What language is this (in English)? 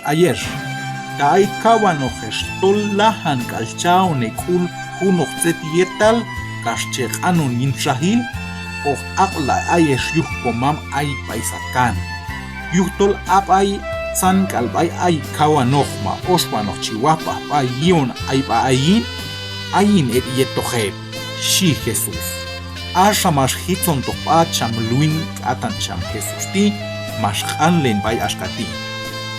Q'anjob'al